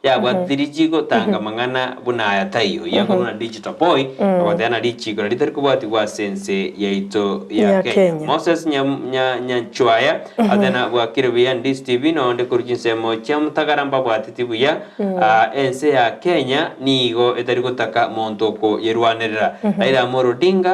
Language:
Gusii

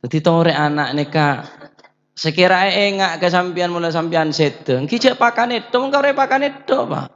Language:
Madurese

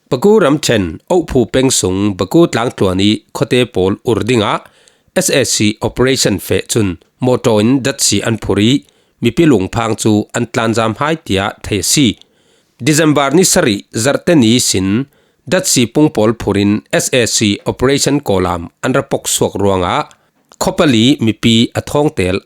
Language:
Falam Chin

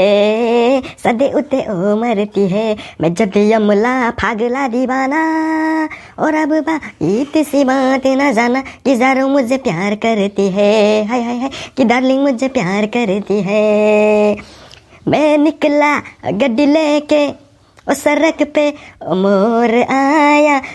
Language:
Bodo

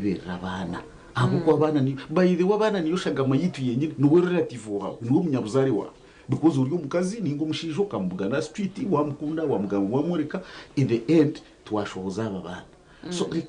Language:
Nyankole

